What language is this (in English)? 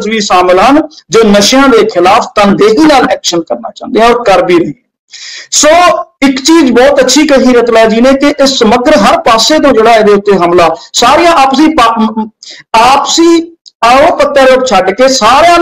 Punjabi